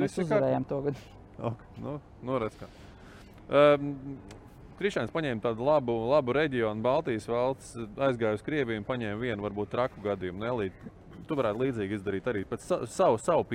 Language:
Latvian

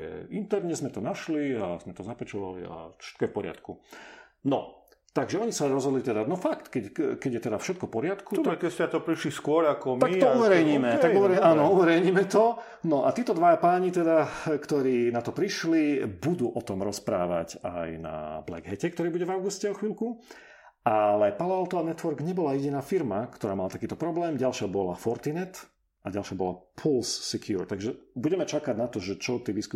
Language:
Slovak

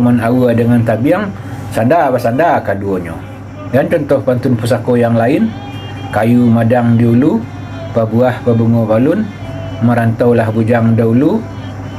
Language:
Minangkabau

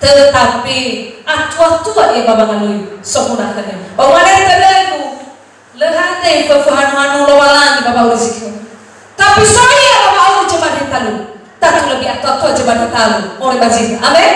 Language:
Nias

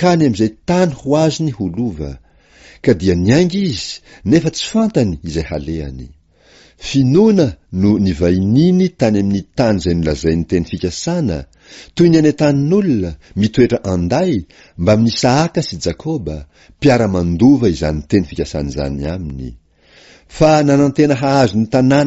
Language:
Malagasy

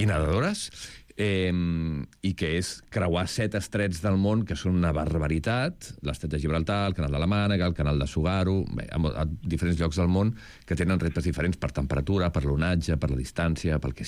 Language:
Catalan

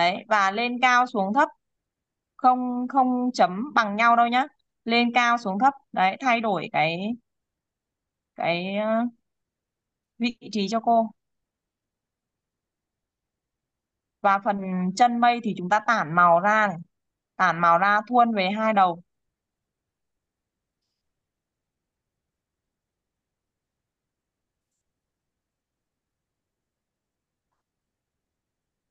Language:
Vietnamese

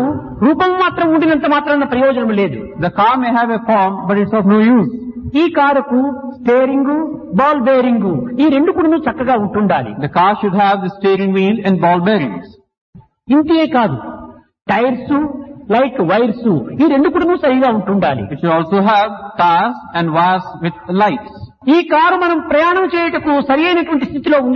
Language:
Telugu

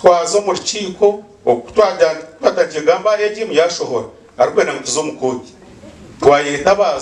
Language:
Nyankole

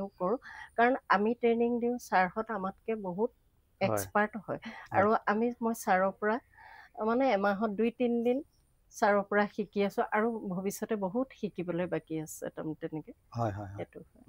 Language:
Assamese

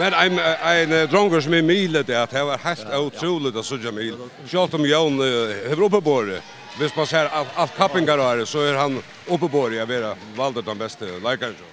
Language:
Faroese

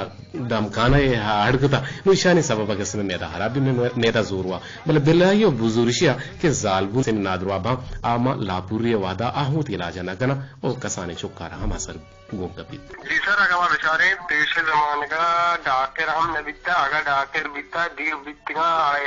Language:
Eastern Balochi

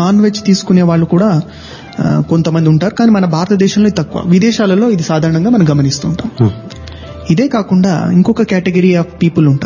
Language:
Telugu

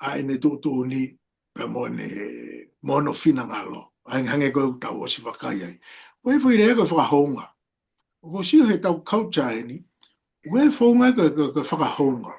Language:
Tongan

